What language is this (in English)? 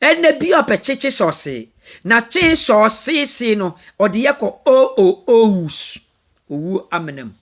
Akan